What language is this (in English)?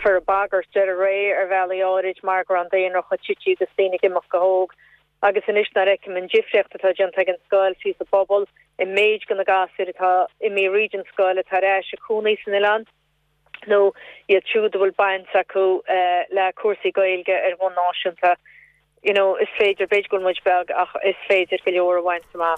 Irish